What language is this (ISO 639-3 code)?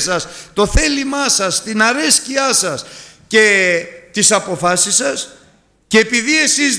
ell